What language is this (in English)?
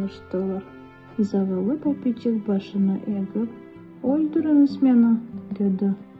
Crimean Tatar